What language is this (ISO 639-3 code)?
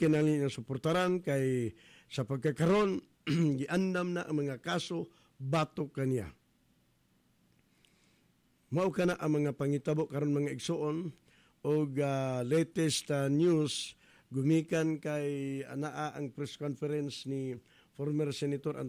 ceb